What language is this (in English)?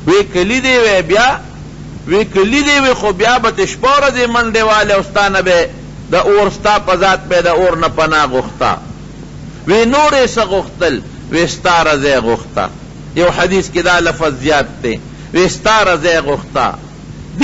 Pashto